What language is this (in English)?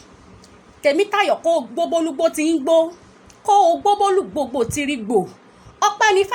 Yoruba